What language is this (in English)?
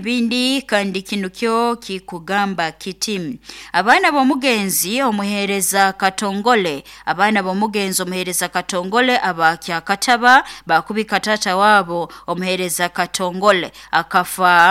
Nyoro